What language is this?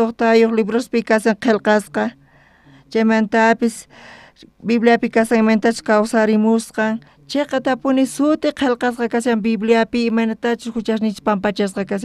South Bolivian Quechua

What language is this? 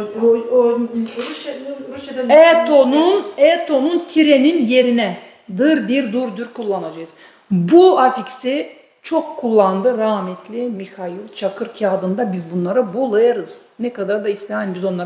Gagauz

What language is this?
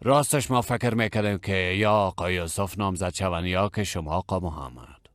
Persian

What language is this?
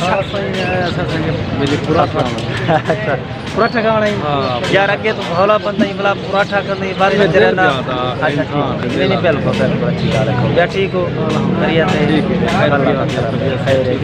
Saraiki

